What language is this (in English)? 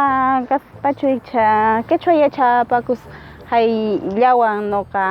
Quechua